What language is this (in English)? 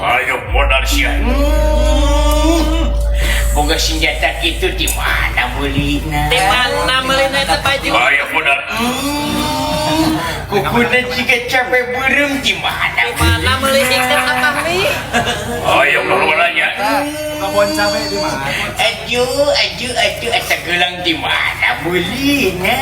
Sundanese